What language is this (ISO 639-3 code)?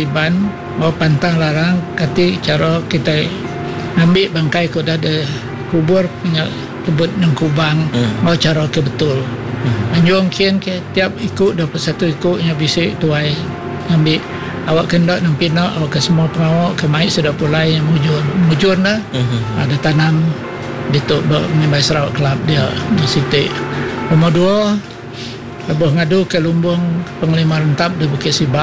iba